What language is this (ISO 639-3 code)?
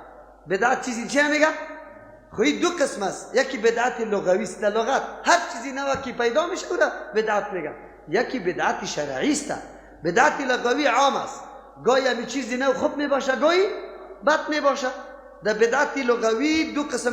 fas